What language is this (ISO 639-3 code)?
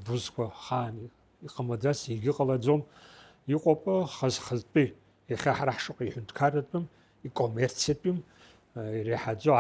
abk